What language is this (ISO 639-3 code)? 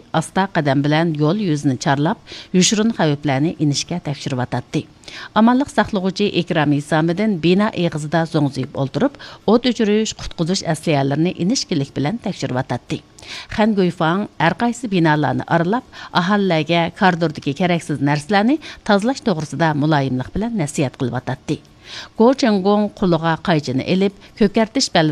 uig